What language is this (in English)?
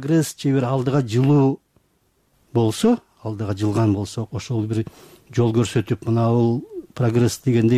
Kyrgyz